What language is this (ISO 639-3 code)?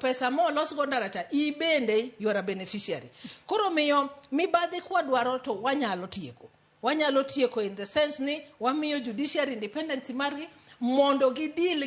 luo